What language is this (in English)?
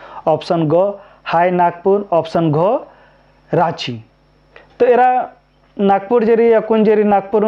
Kurukh